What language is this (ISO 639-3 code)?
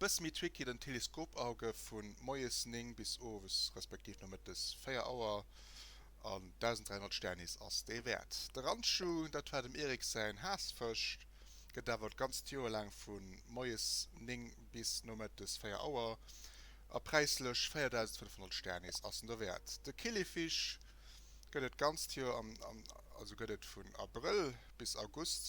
ltz